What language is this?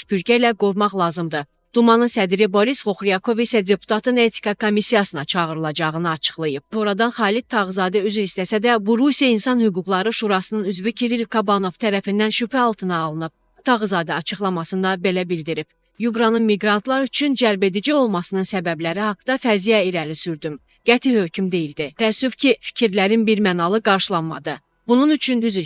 Azerbaijani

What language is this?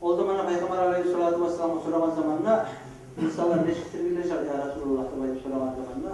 Kumyk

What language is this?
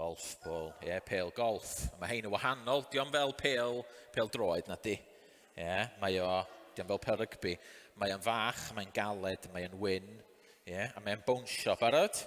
Welsh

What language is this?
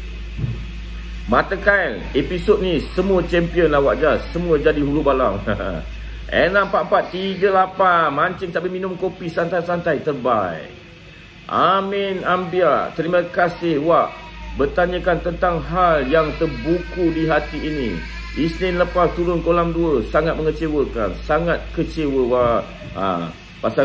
Malay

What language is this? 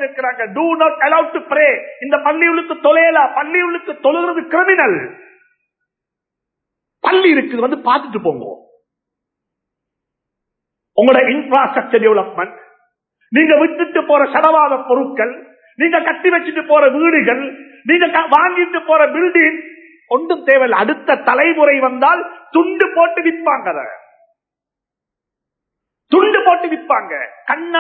Tamil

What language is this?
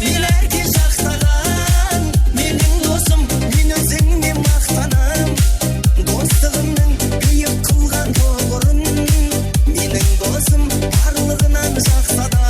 Kara-Kalpak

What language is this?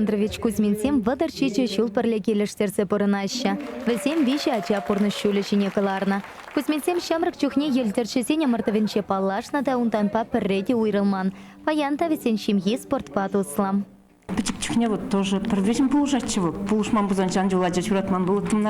Chuvash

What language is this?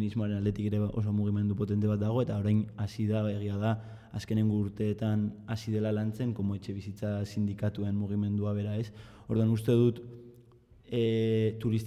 Basque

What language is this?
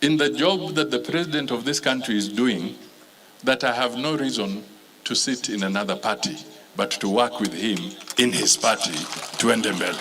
Meru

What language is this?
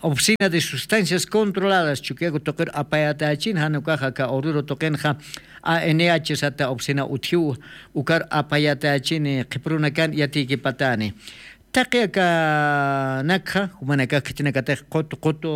Aymara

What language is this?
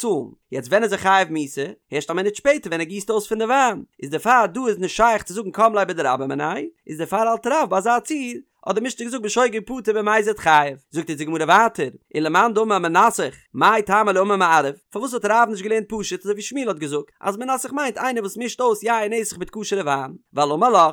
Yiddish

